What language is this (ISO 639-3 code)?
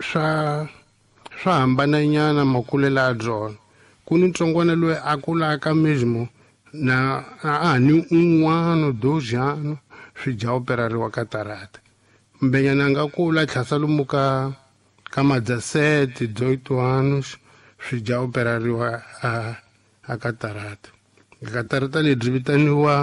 tso